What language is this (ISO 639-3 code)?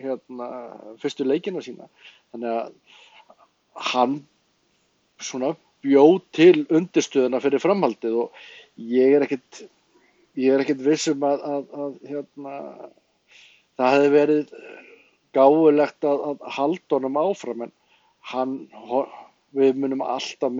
isl